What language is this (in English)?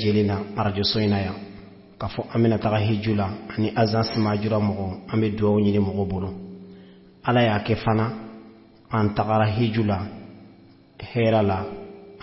Bambara